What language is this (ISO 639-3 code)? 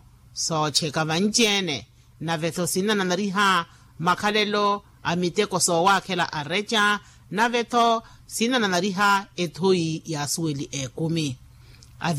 vmw